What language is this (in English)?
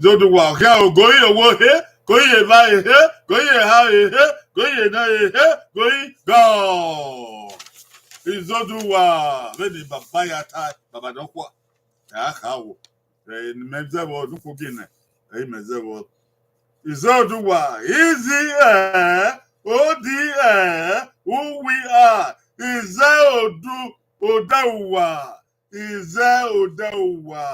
Bini